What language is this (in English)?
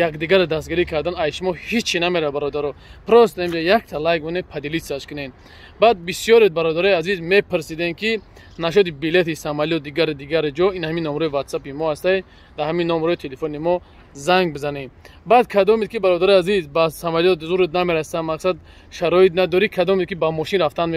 Tajik